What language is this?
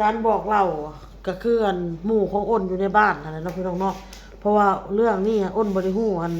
Lao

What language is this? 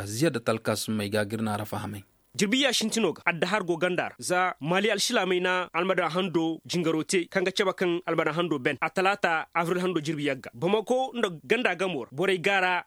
Koyraboro Senni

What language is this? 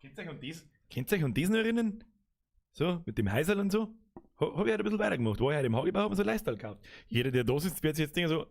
Bavarian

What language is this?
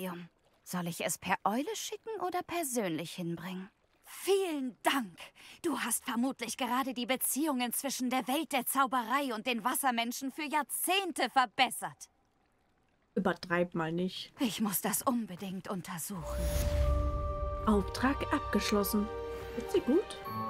German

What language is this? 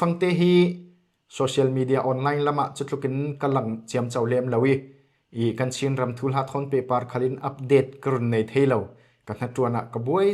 Falam Chin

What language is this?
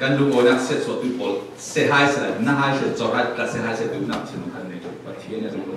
Falam Chin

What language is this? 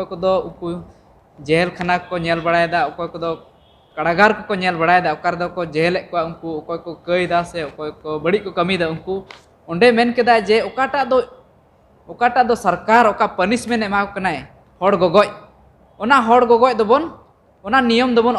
Santali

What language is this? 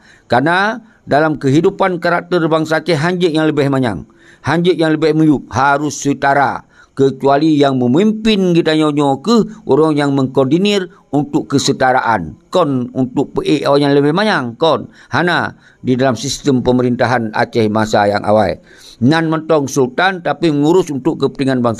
Achinese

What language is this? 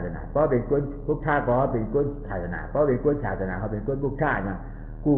Shan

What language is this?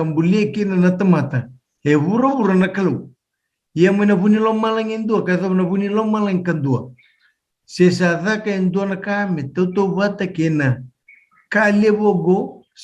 Fijian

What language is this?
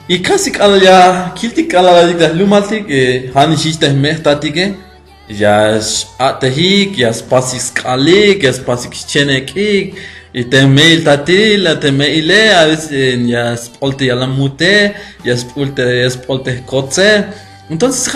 Tzeltal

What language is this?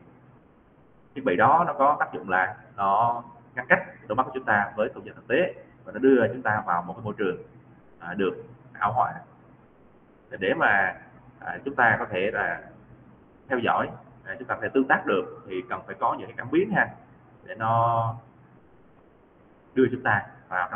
Vietnamese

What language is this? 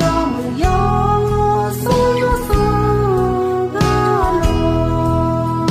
Akha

